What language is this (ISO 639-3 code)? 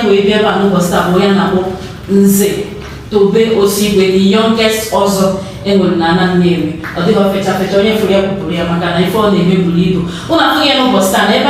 ibo